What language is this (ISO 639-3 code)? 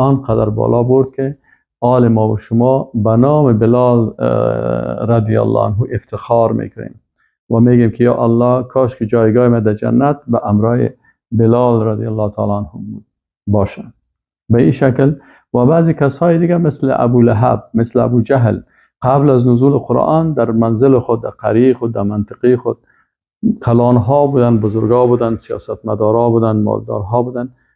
fas